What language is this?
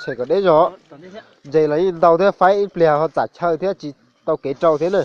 Hmong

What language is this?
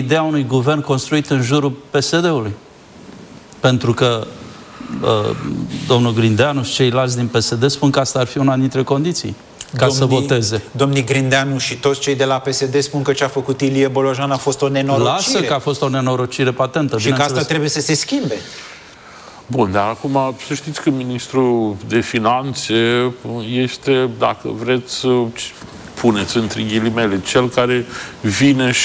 Romanian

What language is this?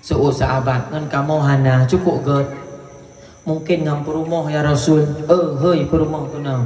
Achinese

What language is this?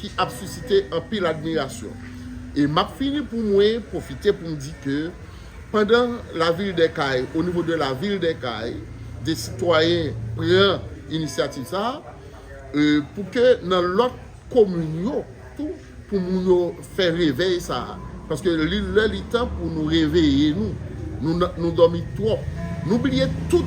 Haitian Creole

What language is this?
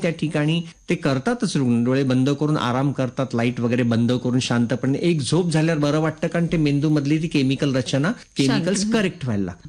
Marathi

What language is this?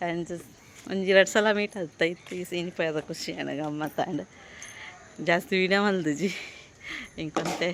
Tulu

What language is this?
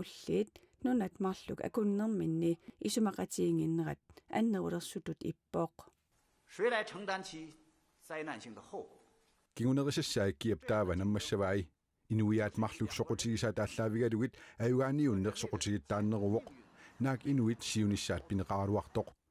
Kalaallisut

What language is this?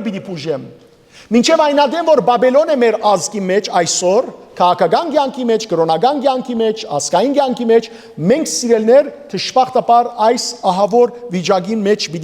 Western Armenian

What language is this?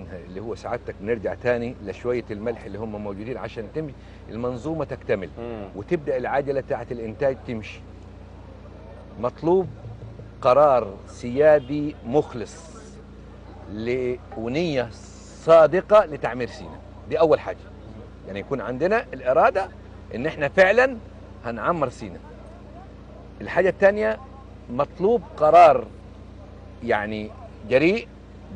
Egyptian Arabic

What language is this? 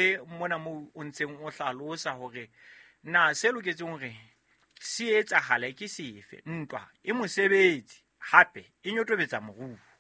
Southern Sotho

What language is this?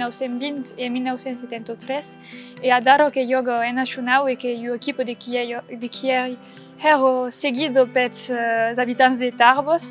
Occitan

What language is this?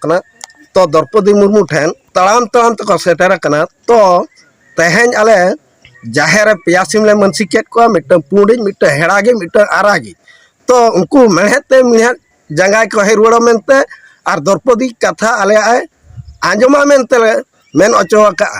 Santali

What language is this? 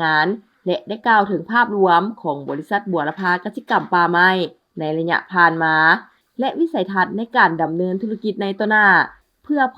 Lao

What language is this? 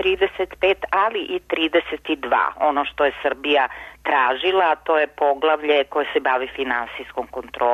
Serbian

